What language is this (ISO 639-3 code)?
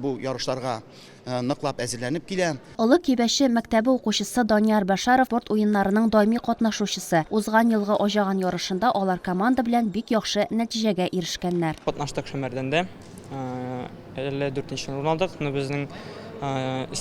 tat